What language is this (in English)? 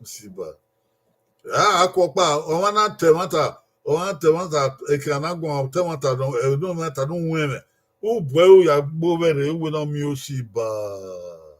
Bini